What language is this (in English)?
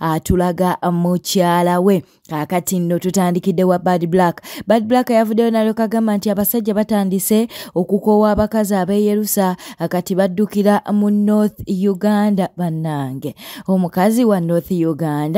Ganda